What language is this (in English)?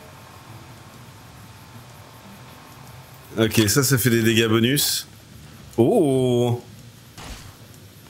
French